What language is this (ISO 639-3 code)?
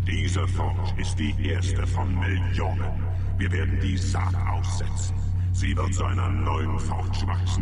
deu